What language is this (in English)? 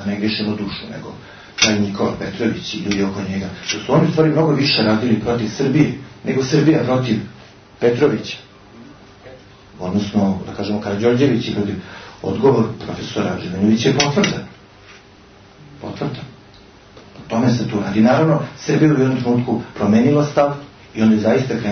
Serbian